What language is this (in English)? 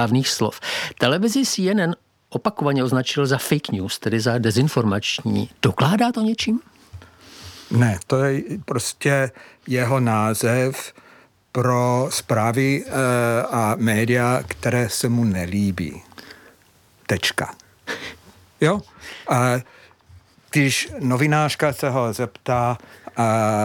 Czech